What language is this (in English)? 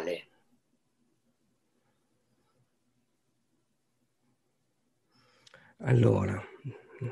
Italian